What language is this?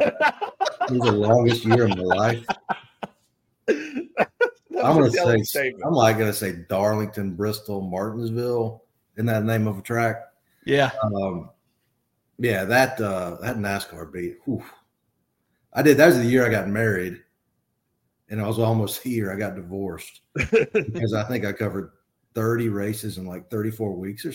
English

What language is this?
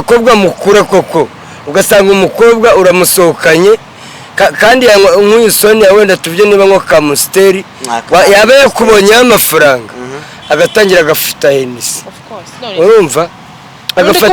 Kinyarwanda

